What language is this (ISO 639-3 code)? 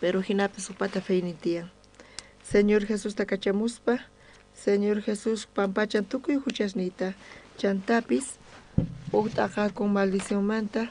quh